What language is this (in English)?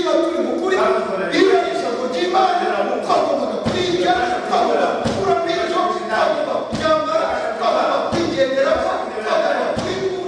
Kinyarwanda